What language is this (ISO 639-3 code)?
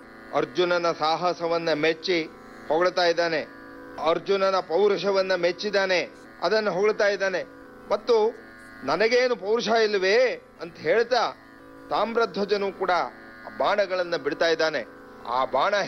kan